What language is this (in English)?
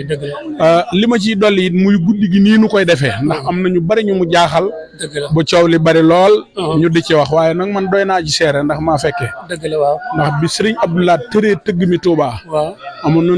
Wolof